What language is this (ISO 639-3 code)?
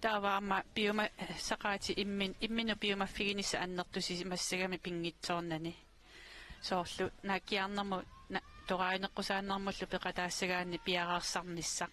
kal